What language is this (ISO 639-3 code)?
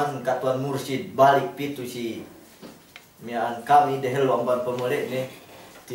yka